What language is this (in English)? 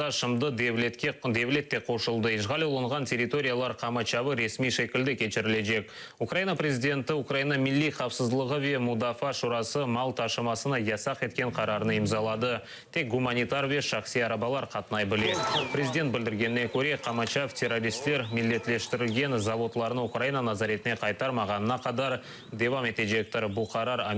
Crimean Tatar